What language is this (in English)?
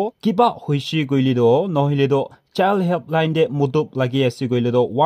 Naga Pidgin